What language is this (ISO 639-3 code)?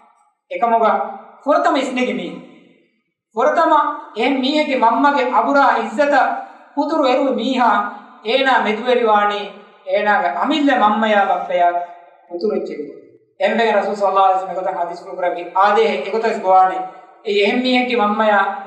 div